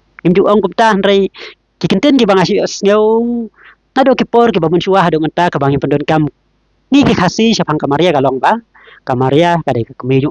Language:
Khasi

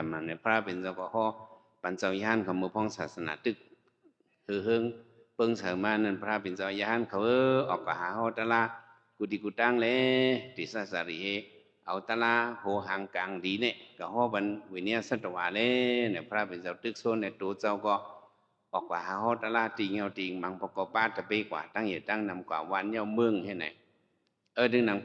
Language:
Shan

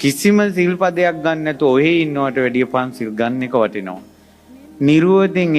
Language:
Sinhala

